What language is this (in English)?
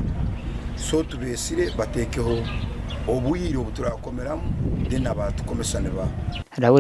Nyankole